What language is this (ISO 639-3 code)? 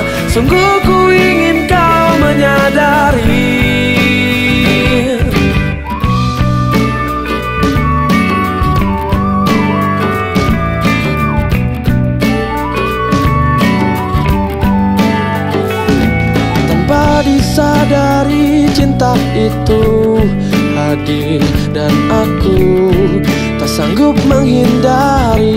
ind